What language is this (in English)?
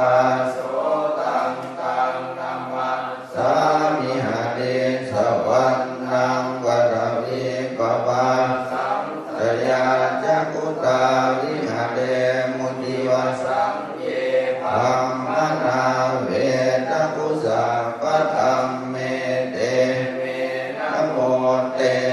Pali